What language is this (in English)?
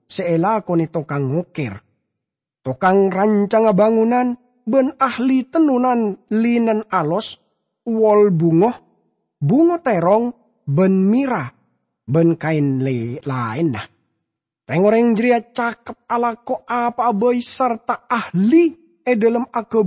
Madurese